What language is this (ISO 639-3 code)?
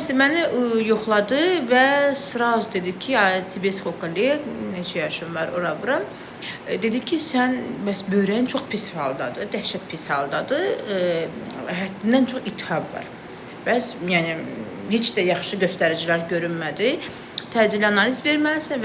aze